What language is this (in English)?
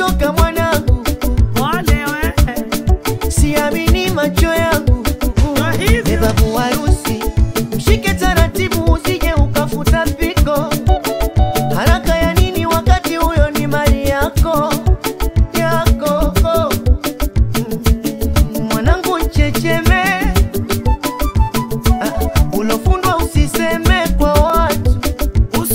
Swahili